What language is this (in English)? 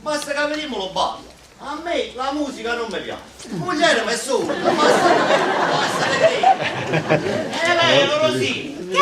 Neapolitan